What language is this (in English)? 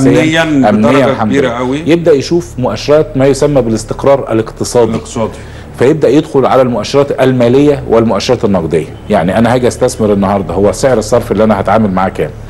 Egyptian Arabic